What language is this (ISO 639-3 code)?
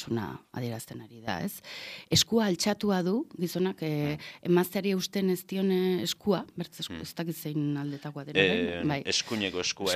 eus